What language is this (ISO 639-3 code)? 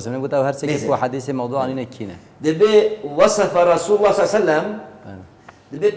kur